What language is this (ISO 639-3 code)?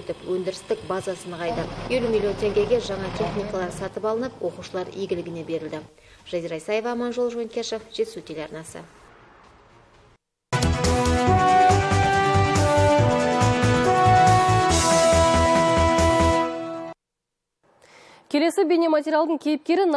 kaz